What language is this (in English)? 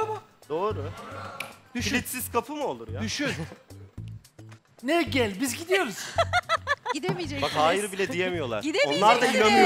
Turkish